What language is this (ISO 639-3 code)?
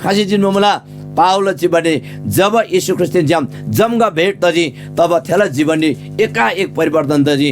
taj